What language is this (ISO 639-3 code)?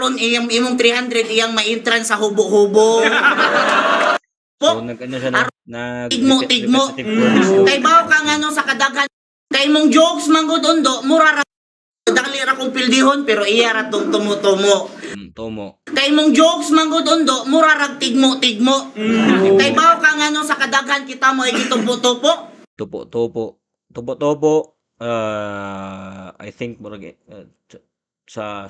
ceb